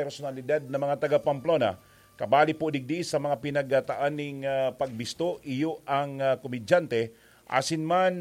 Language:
Bikol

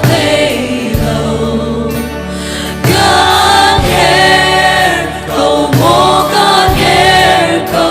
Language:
Hakha Chin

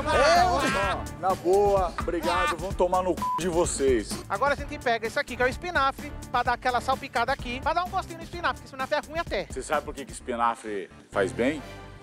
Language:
Portuguese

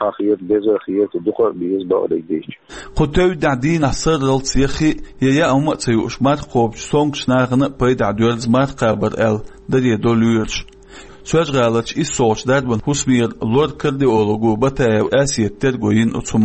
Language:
Chechen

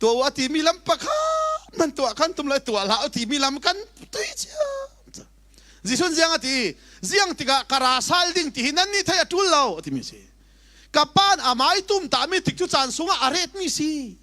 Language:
Falam Chin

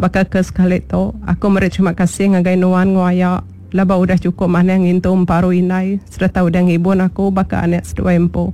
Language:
Iban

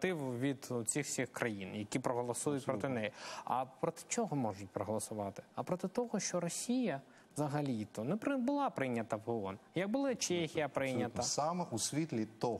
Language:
Ukrainian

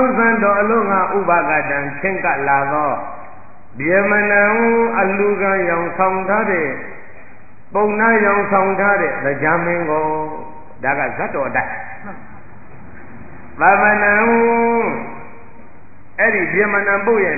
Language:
Burmese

